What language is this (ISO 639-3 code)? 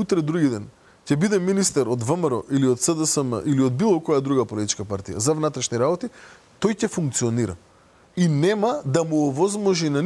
mkd